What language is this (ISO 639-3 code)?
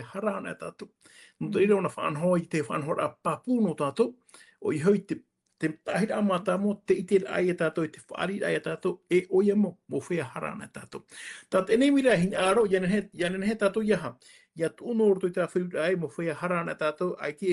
tah